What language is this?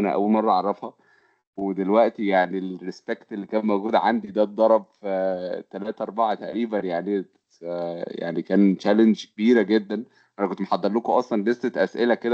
Egyptian Arabic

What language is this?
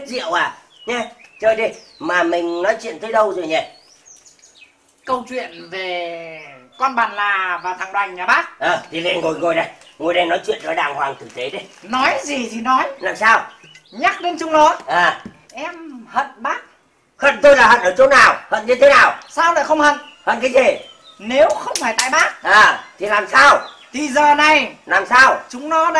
Vietnamese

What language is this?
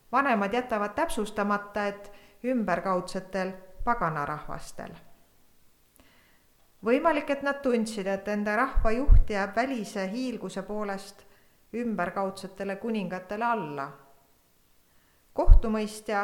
Estonian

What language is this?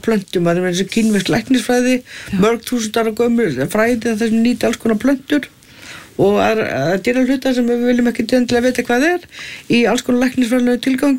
Icelandic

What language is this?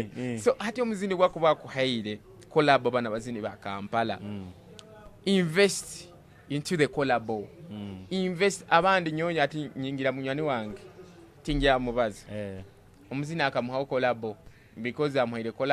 Nyoro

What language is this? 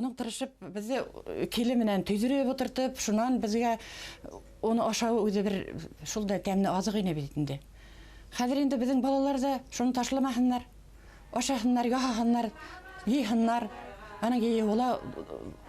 Bashkir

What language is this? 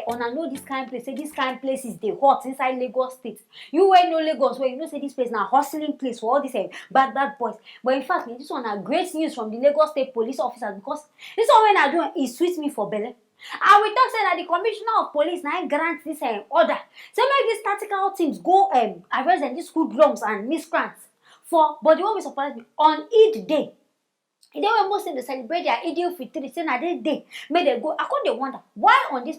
Nigerian Pidgin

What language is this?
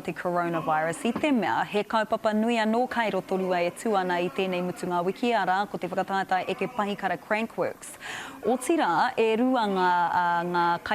Māori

